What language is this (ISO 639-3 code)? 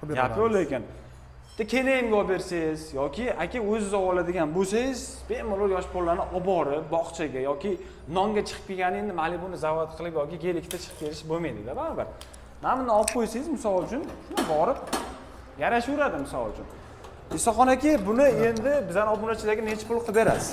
uzb